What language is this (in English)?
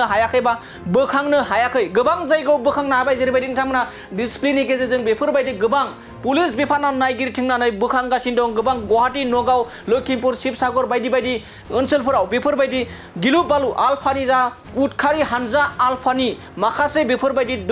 Bodo